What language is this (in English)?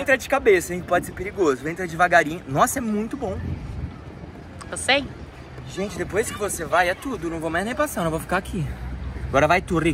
Portuguese